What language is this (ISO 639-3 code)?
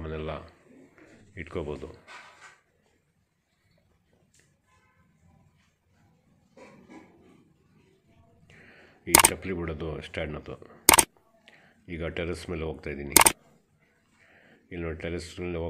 kan